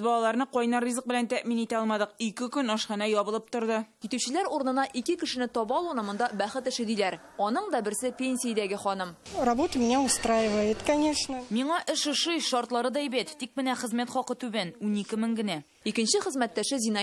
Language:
Tatar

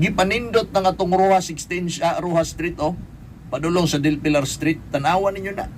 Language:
Cebuano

